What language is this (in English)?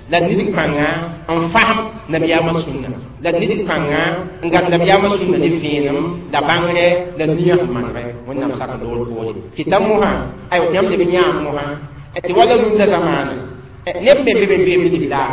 Mossi